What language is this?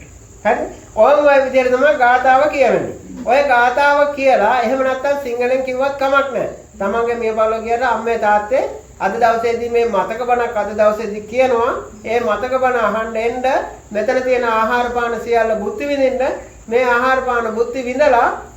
Sinhala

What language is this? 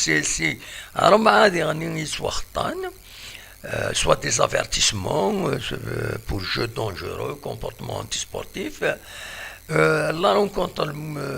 Kabyle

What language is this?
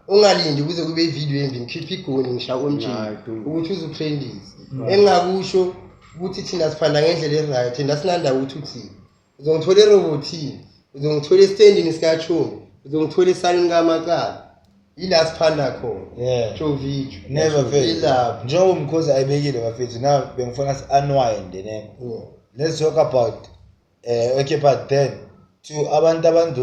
Zulu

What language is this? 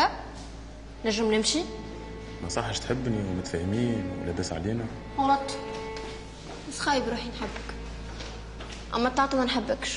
Tunisian Arabic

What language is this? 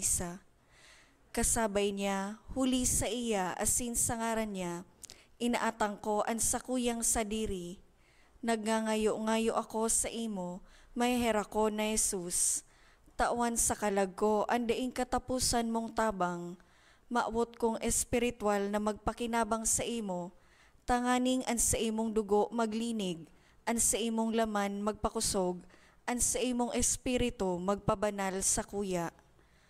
Bikol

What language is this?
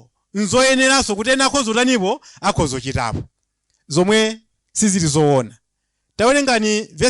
Nyanja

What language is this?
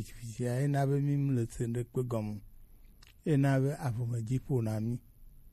Gen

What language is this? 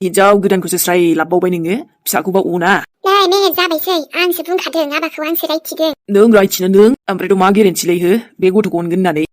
Bodo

